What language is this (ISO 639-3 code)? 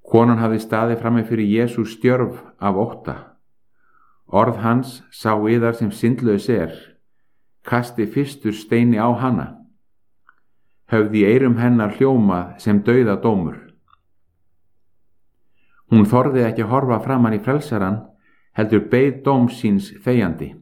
isl